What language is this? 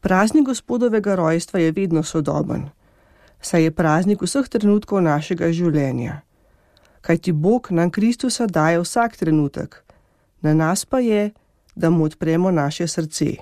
Slovenian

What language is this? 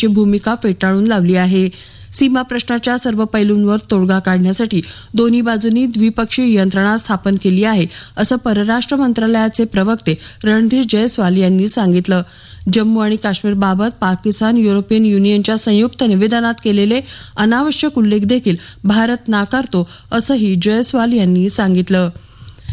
Marathi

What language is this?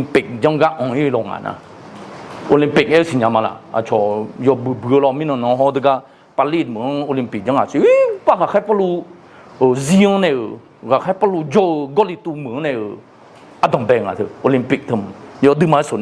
Akha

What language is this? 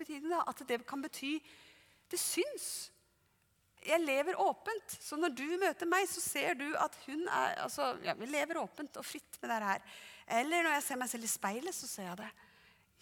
Norwegian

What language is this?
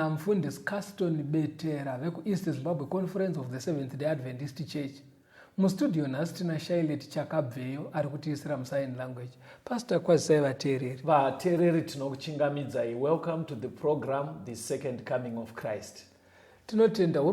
Shona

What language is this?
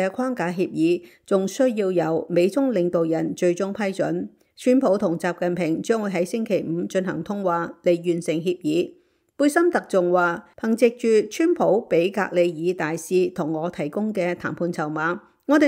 Cantonese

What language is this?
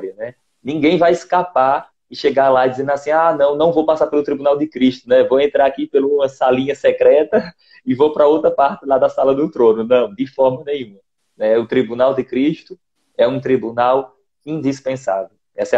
Portuguese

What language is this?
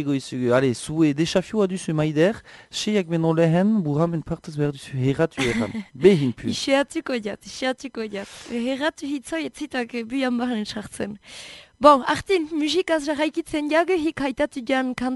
Basque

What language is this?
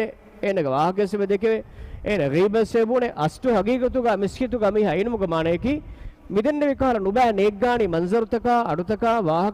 Divehi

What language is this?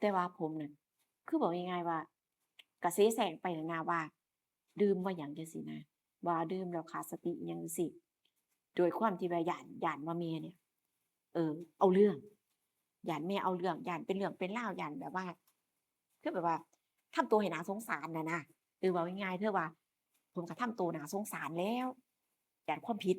Northeastern Thai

